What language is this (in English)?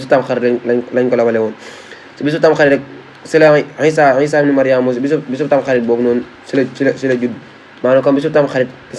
Wolof